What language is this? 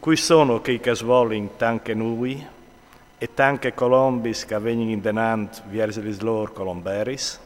Friulian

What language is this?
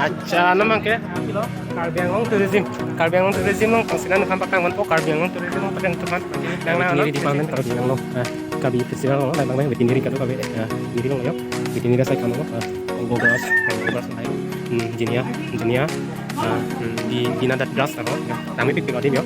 Karbi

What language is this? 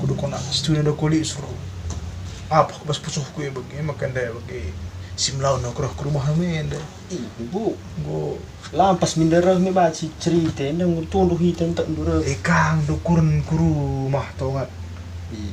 Batak Karo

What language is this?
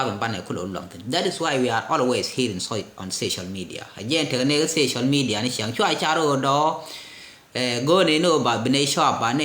Nuer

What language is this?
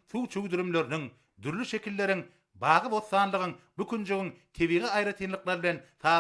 Turkmen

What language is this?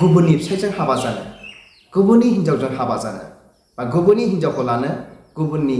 Bodo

